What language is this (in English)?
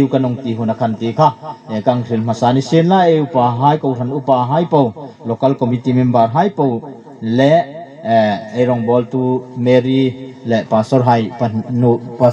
Hmar